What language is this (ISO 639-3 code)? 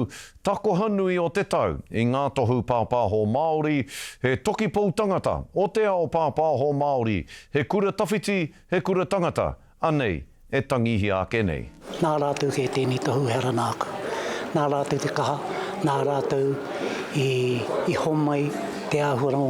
mri